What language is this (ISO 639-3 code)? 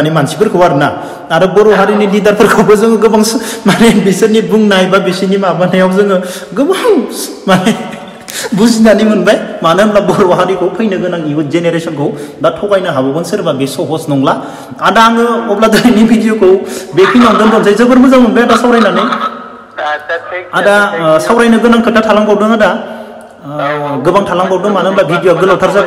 brx